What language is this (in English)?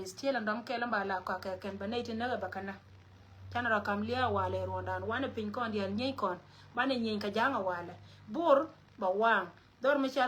Nuer